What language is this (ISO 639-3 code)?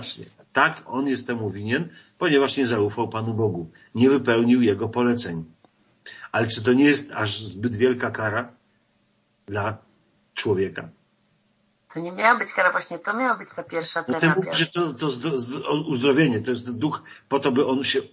pol